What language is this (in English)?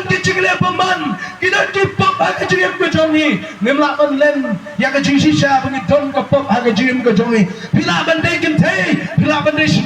Khasi